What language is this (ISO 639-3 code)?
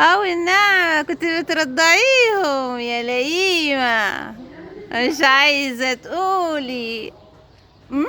arz